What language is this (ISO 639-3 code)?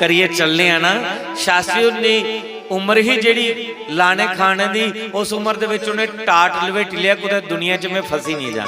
doi